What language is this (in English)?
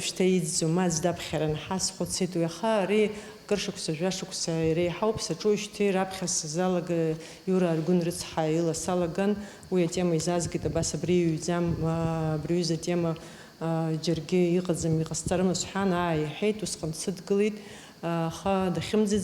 Abkhazian